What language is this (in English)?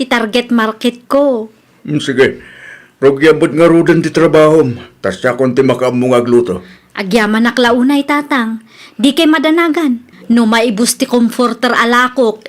Iloko